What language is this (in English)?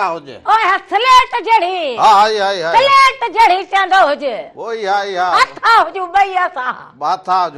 Sindhi